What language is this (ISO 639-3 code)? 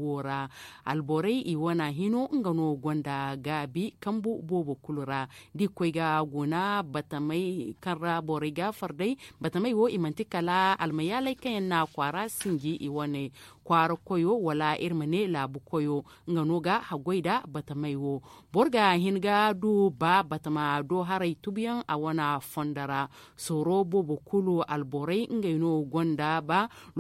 dje